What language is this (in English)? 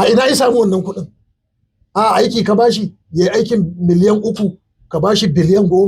Hausa